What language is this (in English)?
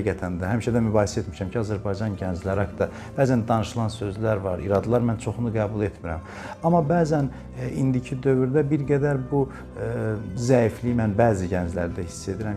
Azerbaijani